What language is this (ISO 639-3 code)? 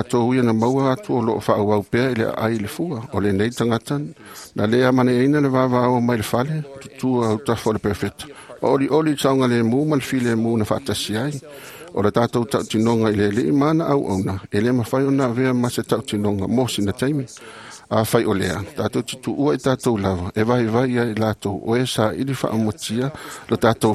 smo